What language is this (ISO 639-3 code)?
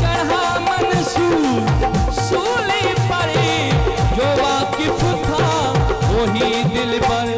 skr